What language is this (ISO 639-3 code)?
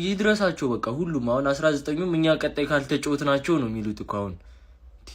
amh